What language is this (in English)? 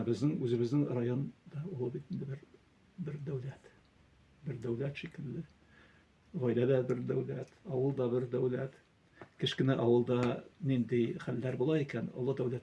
Tatar